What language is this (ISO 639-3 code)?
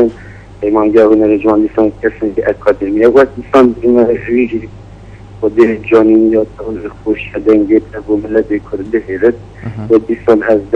kur